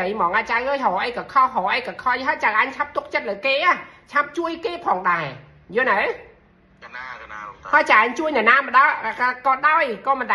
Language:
Khmer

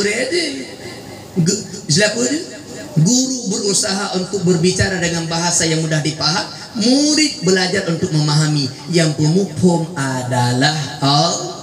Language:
Achinese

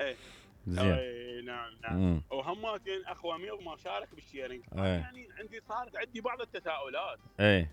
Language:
Mesopotamian Arabic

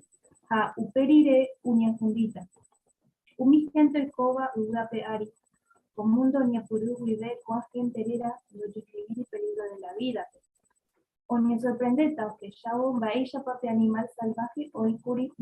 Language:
Guarani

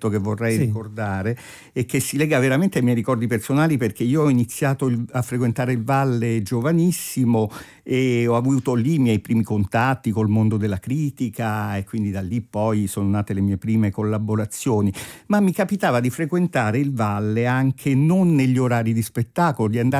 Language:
Italian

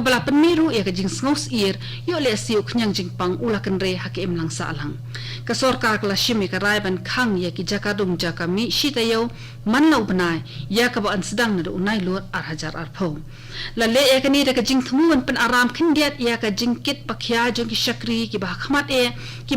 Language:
Khasi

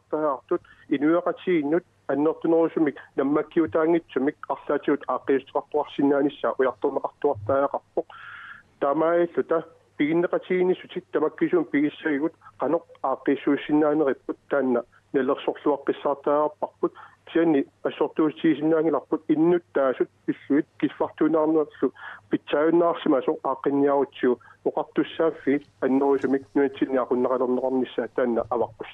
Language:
Kalaallisut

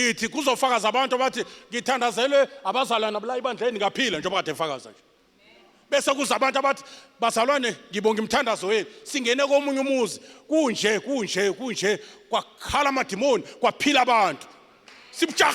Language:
Zulu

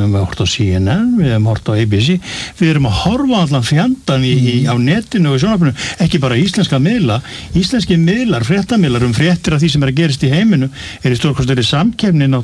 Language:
Icelandic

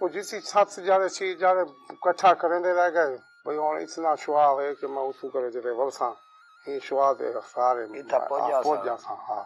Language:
Saraiki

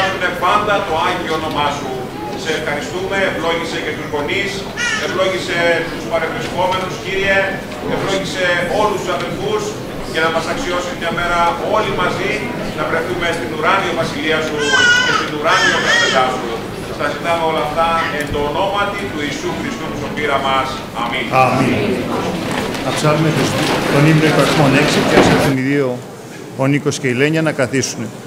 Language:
Greek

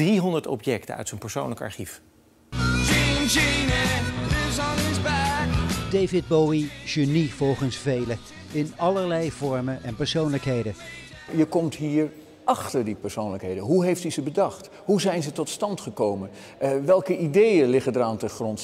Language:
Dutch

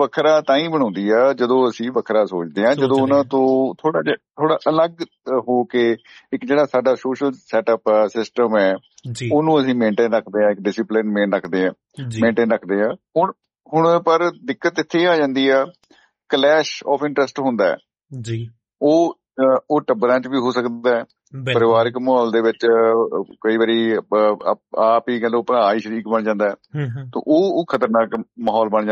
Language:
Punjabi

